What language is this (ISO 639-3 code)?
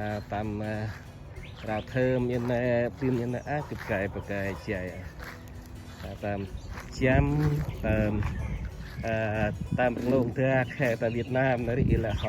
cmo